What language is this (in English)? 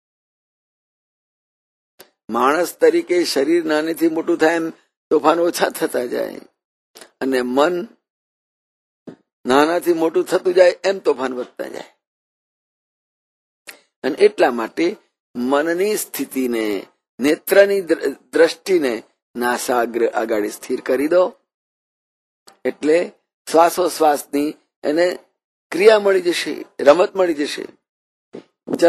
Gujarati